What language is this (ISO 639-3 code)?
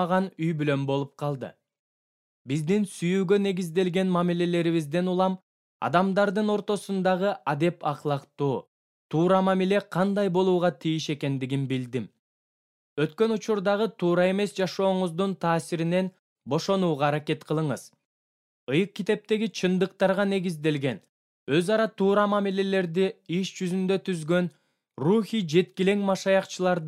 kir